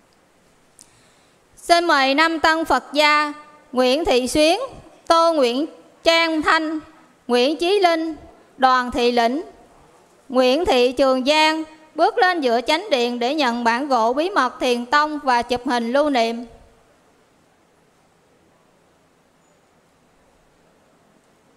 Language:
Vietnamese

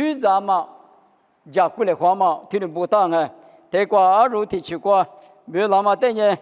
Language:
Lisu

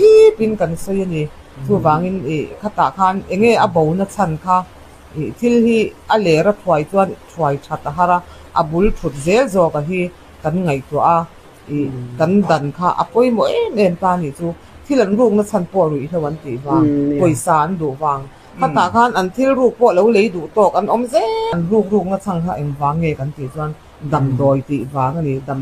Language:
Mizo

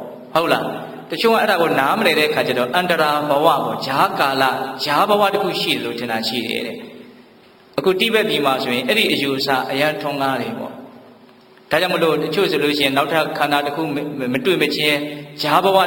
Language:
Burmese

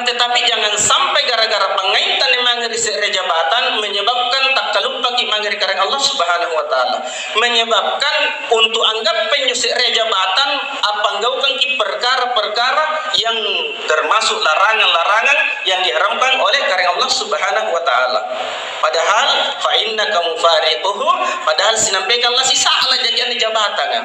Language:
Makasar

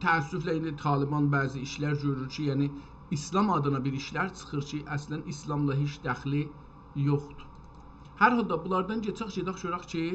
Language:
South Azerbaijani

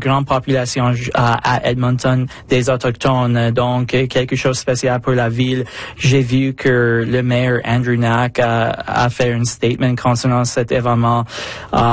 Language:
French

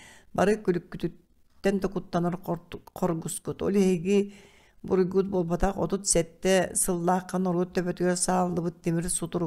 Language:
Yakut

